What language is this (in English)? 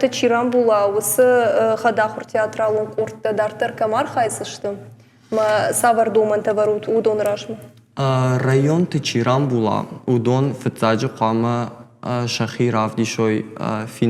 Ossetic